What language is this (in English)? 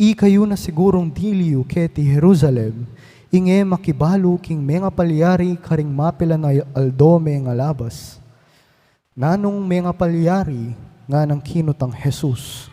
Pampanga